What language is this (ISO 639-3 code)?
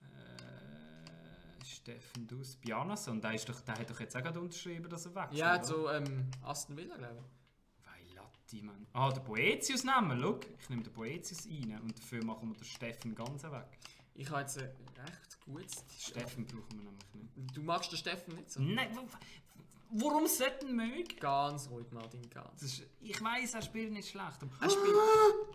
gsw